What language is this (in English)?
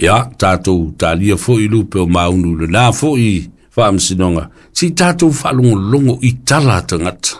Samoan